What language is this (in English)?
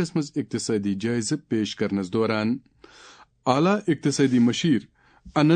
Kashmiri